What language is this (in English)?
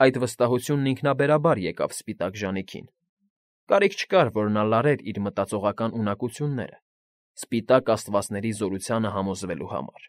Armenian